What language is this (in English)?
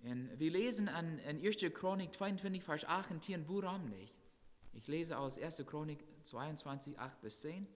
Plautdietsch